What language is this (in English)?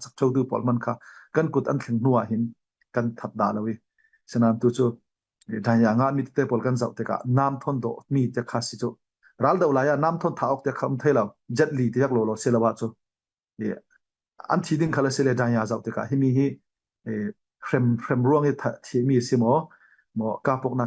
Falam Chin